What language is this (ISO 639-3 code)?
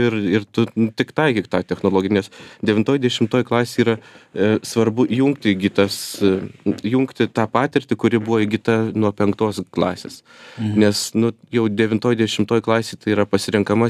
lit